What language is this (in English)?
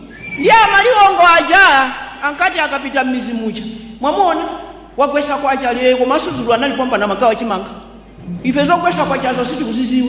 Nyanja